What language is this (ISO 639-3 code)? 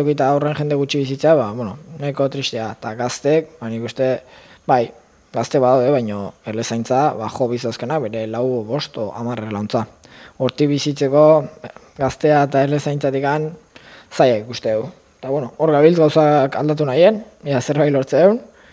eus